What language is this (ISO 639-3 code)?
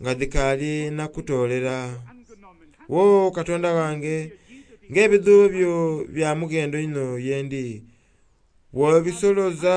xog